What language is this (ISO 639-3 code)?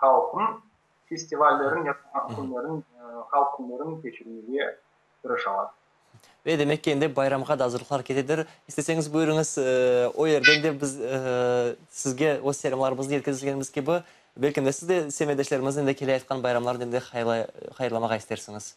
crh